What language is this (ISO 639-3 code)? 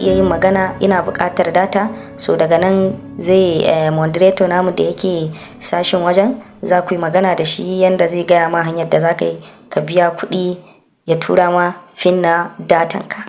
hau